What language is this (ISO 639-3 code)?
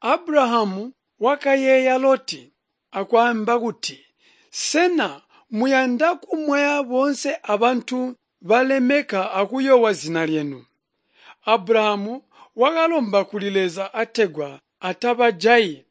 toi